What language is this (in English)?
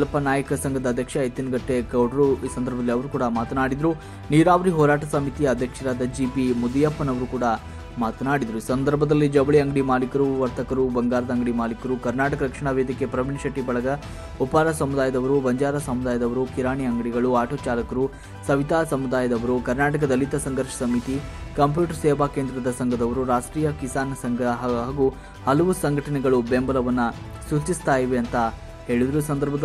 Kannada